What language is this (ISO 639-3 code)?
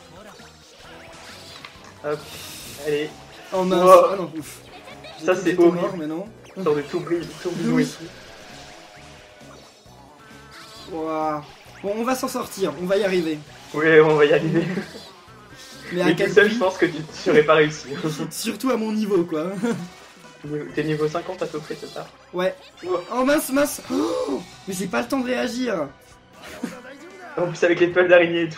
fra